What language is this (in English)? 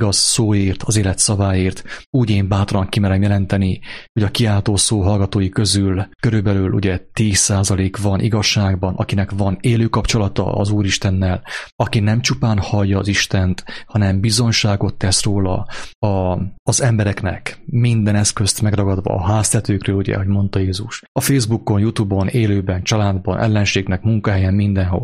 Hungarian